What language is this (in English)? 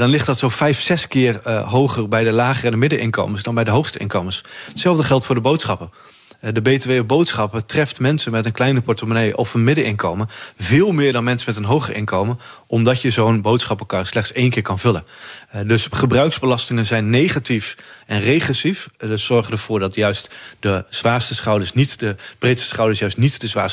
Dutch